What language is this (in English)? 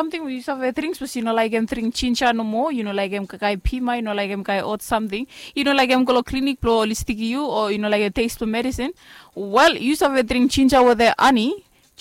Bislama